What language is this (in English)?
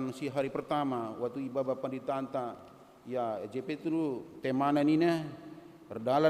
Batak Karo